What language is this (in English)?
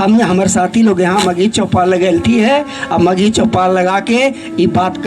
Magahi